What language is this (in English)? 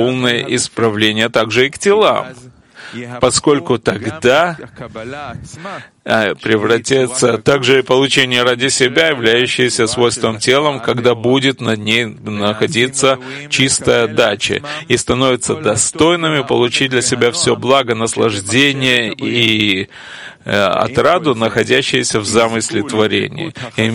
Russian